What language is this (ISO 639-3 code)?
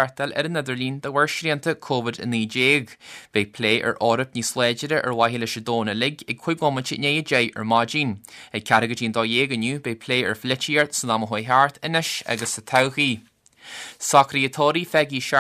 gle